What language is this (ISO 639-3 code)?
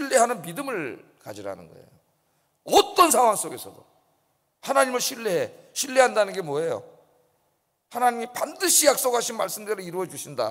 kor